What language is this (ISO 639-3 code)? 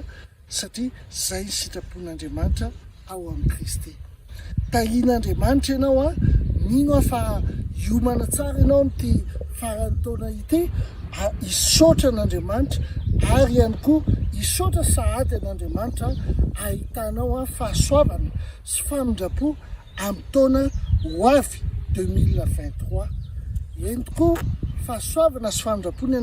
mlg